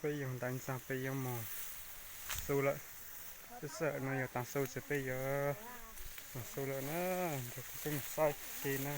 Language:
Hmong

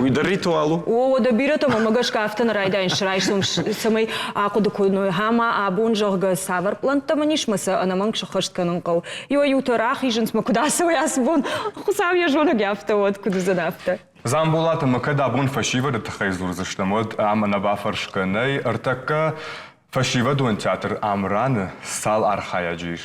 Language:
Ossetic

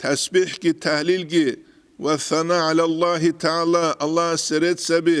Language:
Avaric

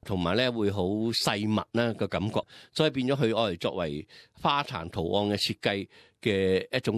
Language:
Cantonese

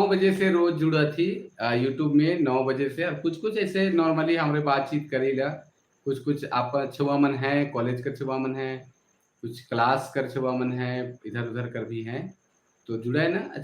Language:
Sadri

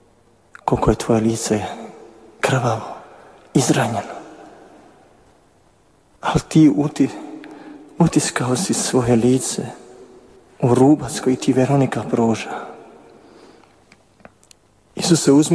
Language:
Croatian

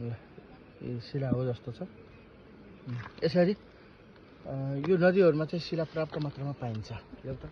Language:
Nepali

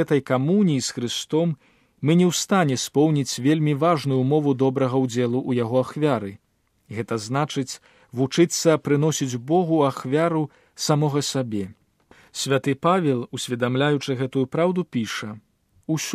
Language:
Belarusian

